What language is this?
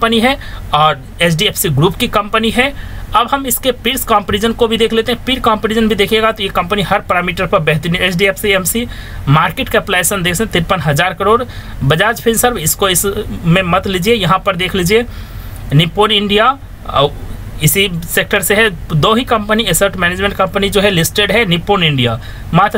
Hindi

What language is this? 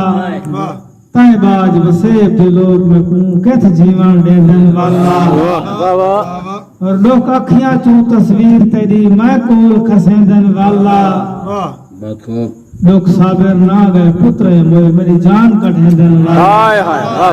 Saraiki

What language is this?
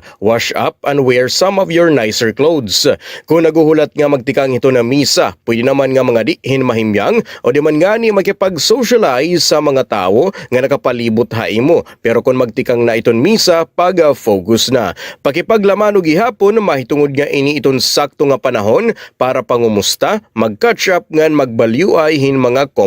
Waray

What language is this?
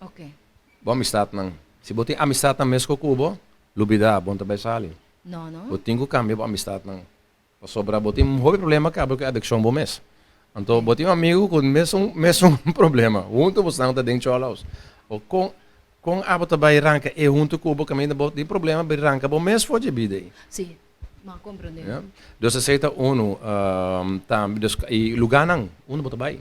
Papiamento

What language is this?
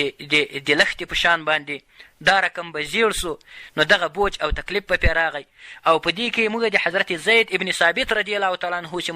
Pashto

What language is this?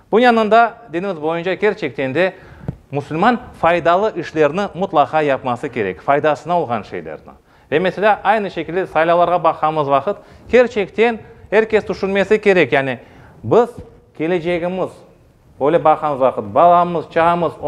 Crimean Tatar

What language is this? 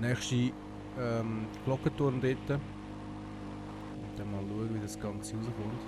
Swiss German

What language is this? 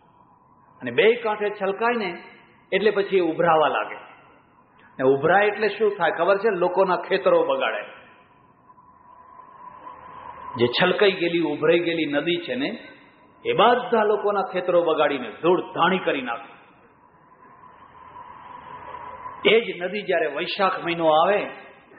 Gujarati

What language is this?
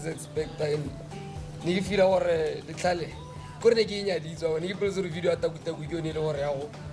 Tswana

